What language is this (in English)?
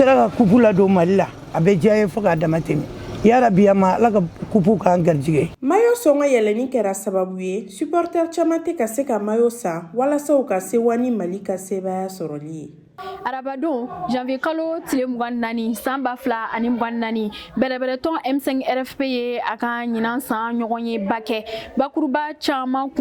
Bambara